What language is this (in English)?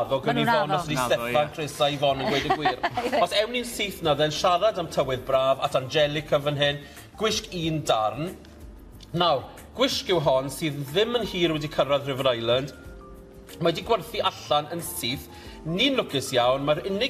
Welsh